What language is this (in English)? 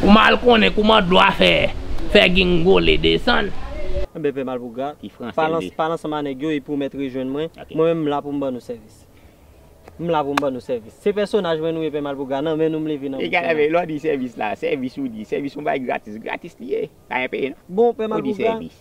Haitian Creole